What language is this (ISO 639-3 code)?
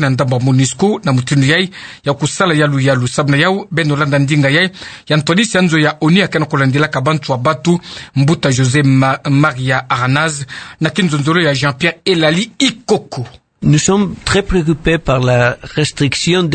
ktu